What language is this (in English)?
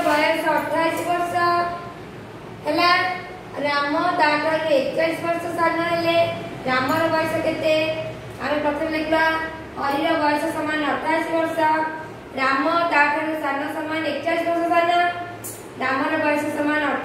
Odia